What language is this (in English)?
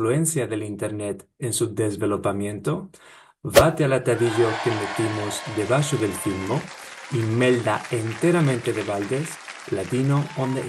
Ladino